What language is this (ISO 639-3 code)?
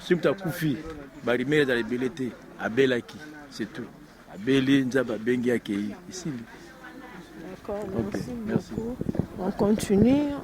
lin